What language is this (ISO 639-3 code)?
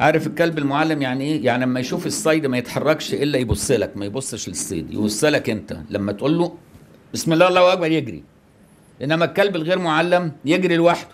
arz